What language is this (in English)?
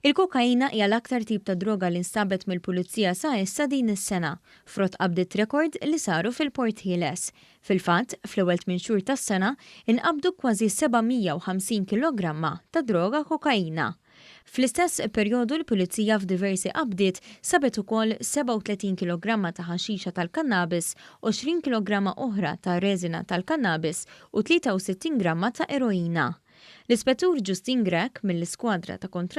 Maltese